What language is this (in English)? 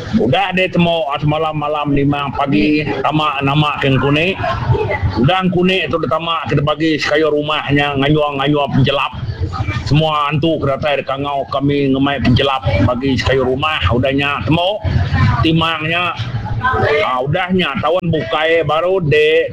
Iban